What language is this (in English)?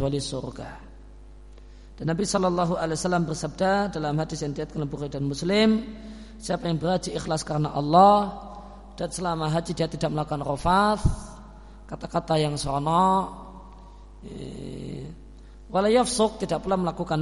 Indonesian